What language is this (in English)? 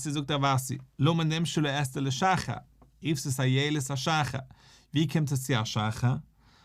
Yiddish